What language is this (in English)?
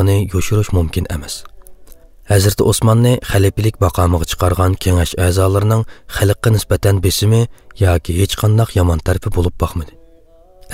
Uyghur